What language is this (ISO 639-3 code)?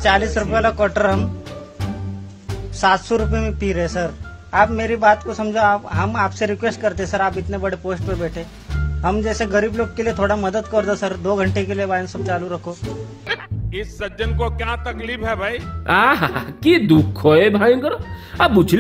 ori